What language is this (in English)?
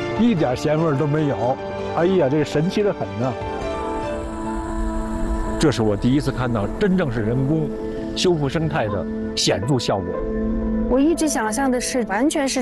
Chinese